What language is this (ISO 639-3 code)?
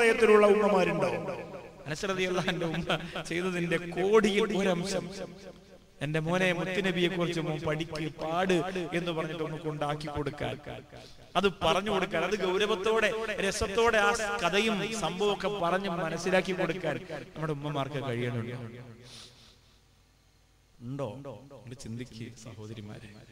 mal